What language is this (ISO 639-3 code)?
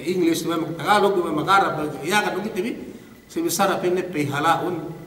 yka